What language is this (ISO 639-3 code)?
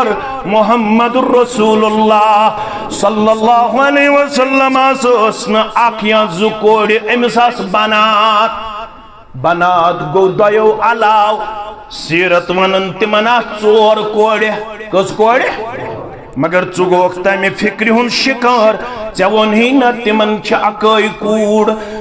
kas